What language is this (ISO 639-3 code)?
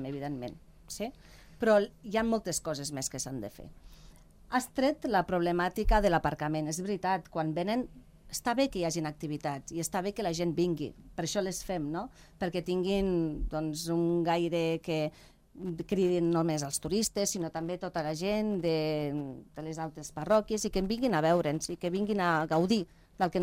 cat